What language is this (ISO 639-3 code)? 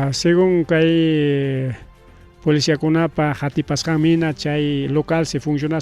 quy